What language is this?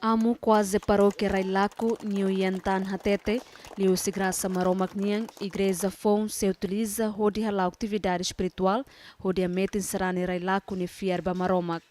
Tetum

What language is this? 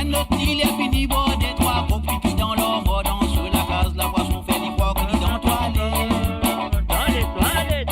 Morisyen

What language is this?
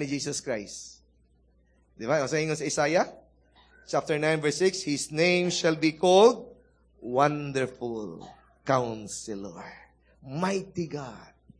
Cebuano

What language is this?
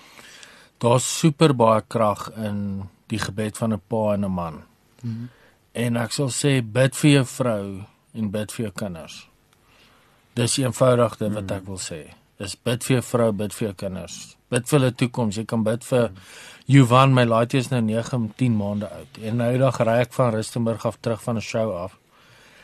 Afrikaans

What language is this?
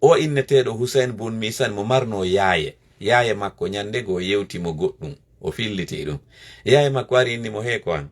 Fula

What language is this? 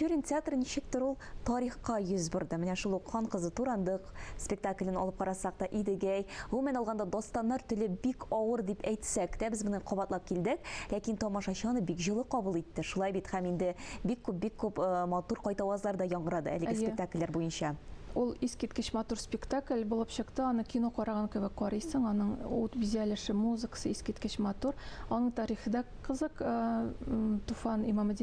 Tatar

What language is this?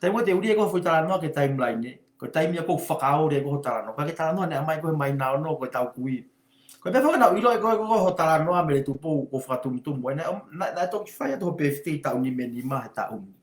Tongan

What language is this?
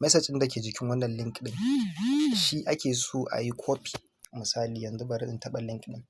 Hausa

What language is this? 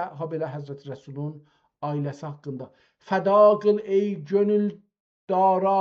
South Azerbaijani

